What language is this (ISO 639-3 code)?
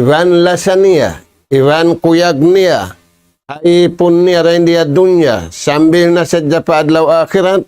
tsg